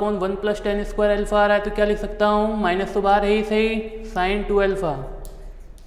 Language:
Hindi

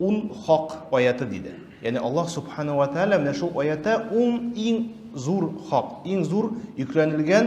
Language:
Tatar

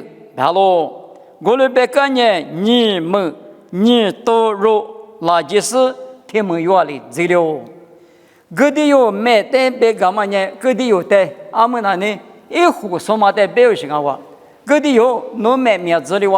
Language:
Lisu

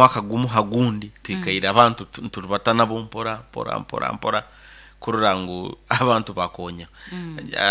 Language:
Nyoro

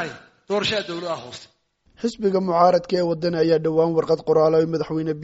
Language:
Somali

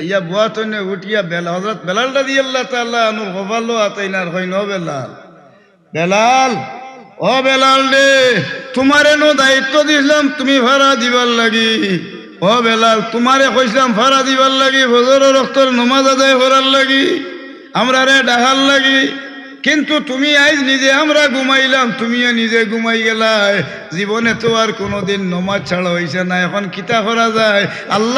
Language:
Sylheti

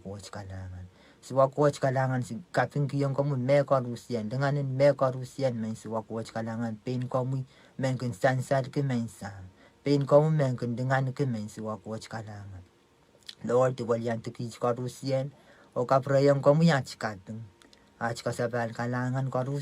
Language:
Pohnpeian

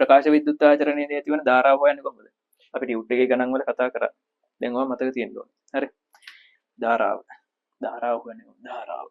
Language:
Sinhala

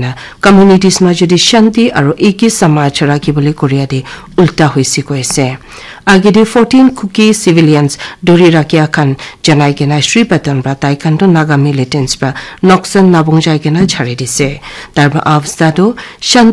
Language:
Naga Pidgin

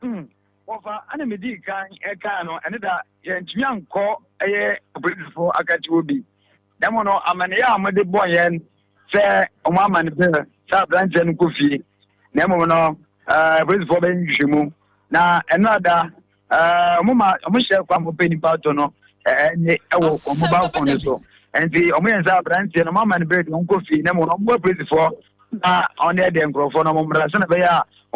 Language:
Akan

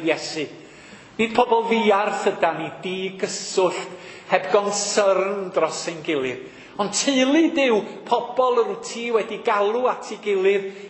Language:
Welsh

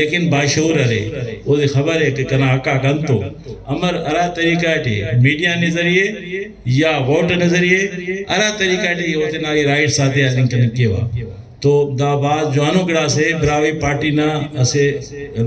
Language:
Brahui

